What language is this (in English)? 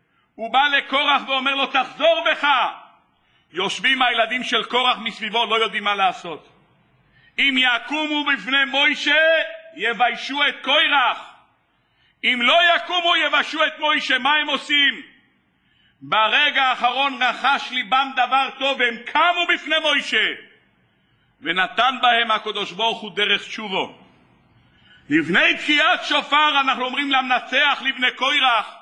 Hebrew